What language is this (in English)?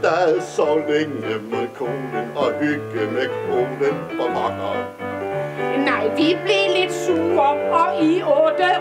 Danish